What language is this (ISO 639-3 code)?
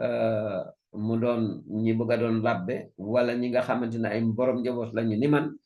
wol